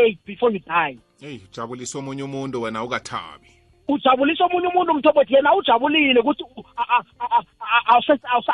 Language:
South Ndebele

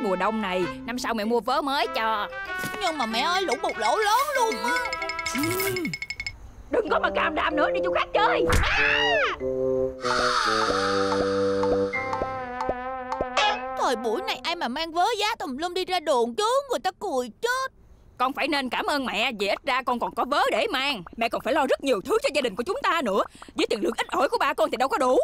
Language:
Vietnamese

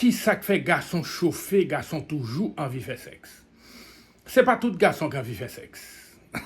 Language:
Haitian Creole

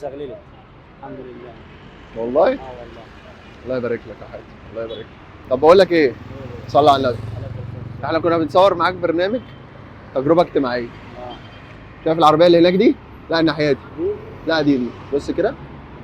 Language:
Egyptian Arabic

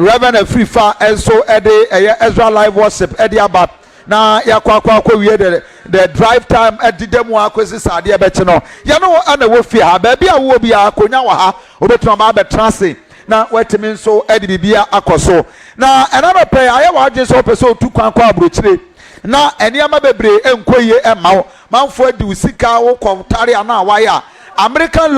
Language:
Akan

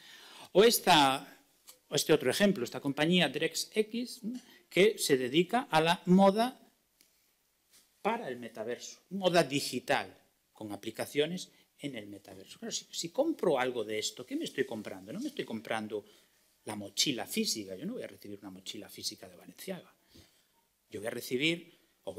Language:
Spanish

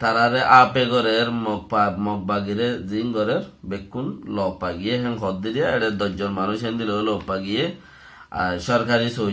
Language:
Rohingya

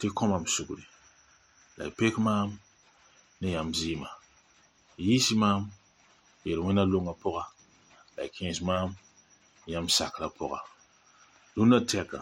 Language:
Mossi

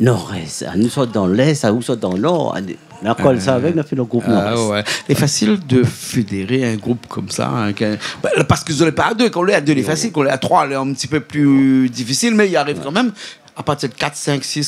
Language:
Réunion Creole French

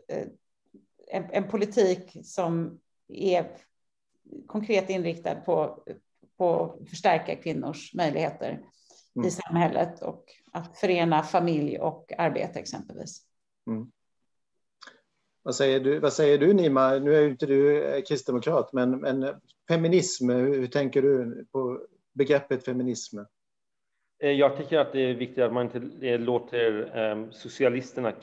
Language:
Swedish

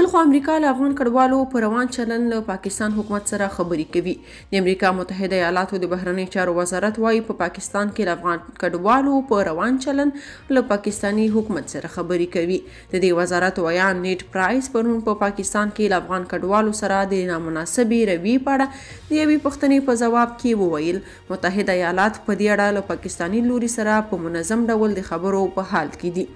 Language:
Pashto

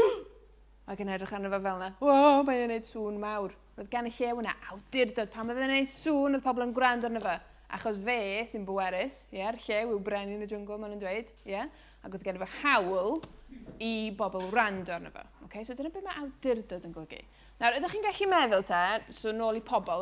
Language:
Welsh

